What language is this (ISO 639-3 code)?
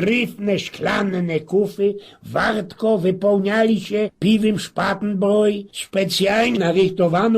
szl